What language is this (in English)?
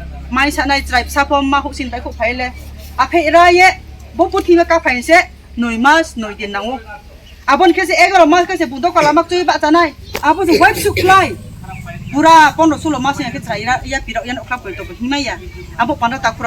Riang (India)